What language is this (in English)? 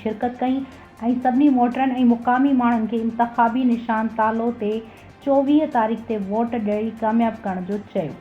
Sindhi